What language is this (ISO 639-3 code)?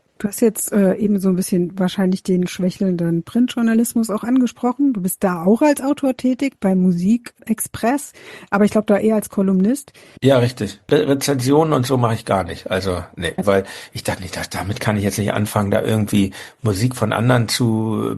deu